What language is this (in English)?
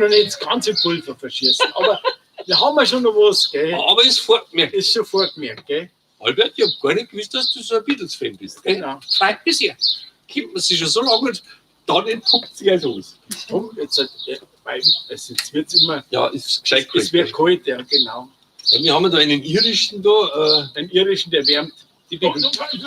Bavarian